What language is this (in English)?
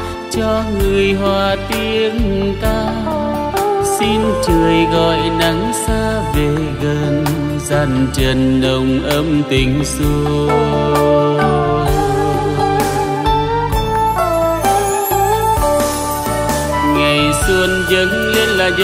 Vietnamese